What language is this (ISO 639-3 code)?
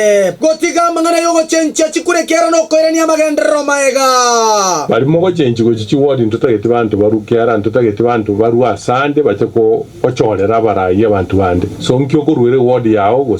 guz